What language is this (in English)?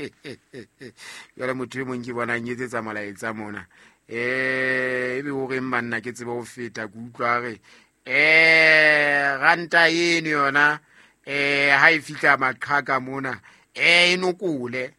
Southern Sotho